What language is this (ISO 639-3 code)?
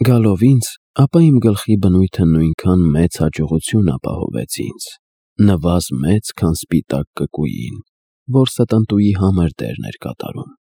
hye